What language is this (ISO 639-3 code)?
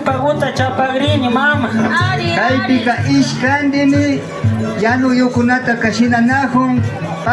qvi